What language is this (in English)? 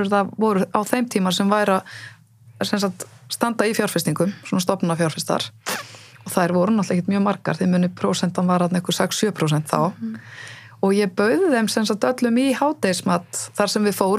Icelandic